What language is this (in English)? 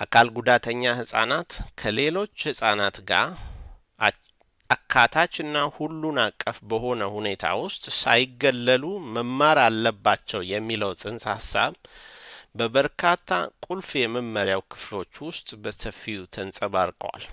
Amharic